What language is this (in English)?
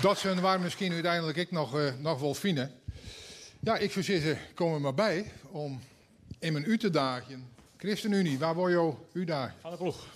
Western Frisian